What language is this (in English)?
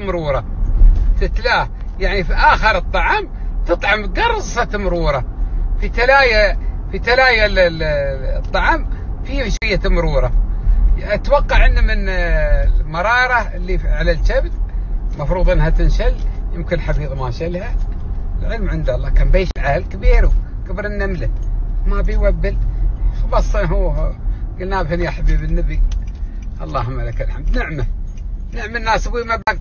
Gulf Arabic